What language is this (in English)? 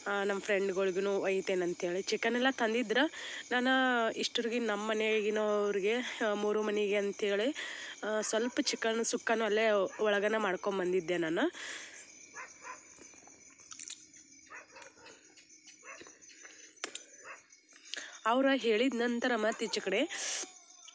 Kannada